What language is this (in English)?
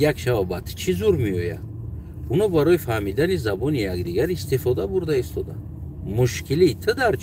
Tajik